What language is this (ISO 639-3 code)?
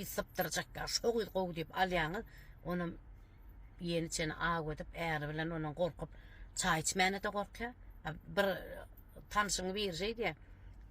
tuk